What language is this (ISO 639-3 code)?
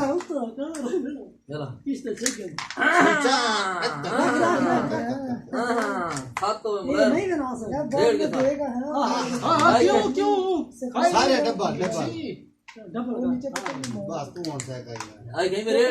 skr